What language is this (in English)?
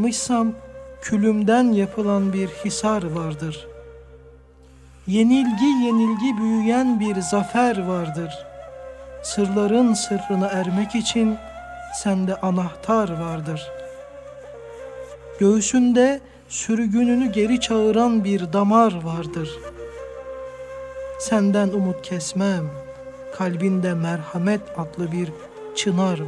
Turkish